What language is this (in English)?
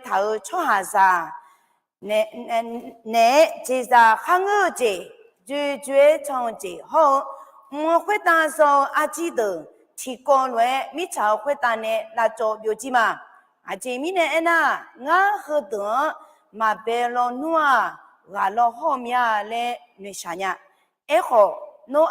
Akha